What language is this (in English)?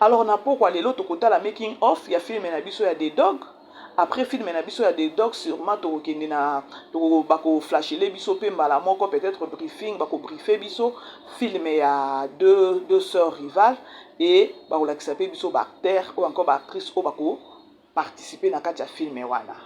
Lingala